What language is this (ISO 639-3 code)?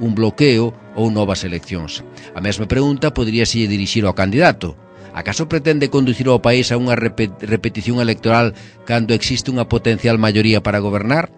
glg